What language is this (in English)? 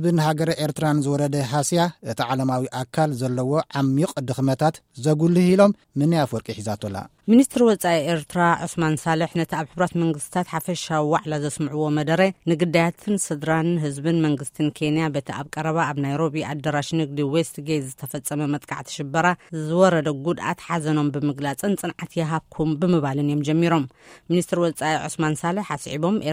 Tigrinya